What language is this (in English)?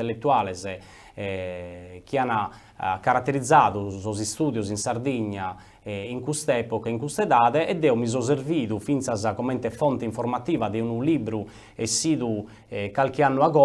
Sardinian